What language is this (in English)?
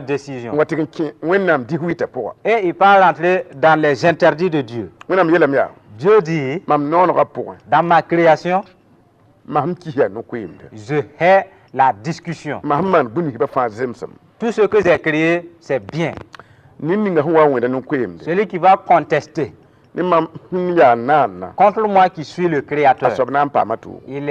Mossi